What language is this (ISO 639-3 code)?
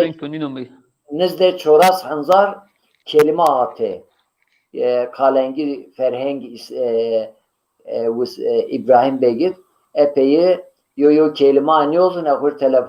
zza